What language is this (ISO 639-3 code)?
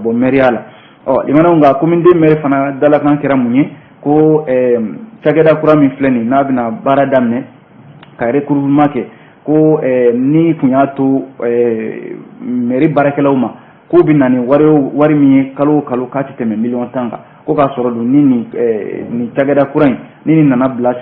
bam